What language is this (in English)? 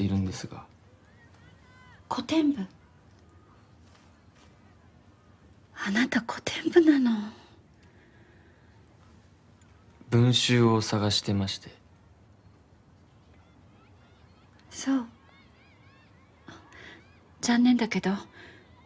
Japanese